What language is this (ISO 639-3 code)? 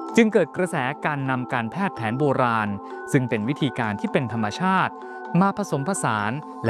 tha